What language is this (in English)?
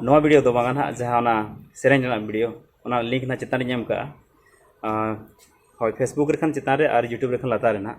Santali